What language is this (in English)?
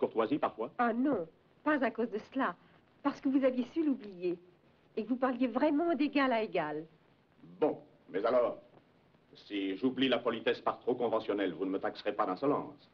French